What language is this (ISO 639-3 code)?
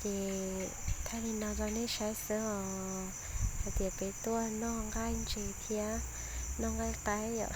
hmn